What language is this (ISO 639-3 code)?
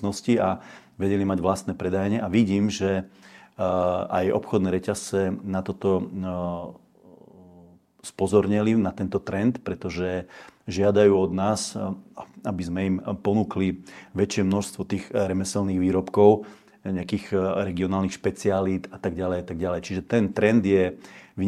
slk